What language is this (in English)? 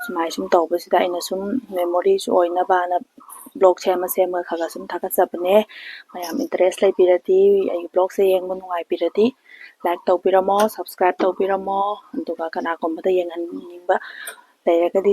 Manipuri